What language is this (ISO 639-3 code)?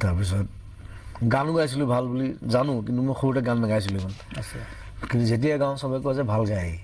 asm